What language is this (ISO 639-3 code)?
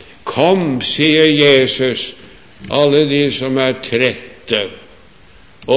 nor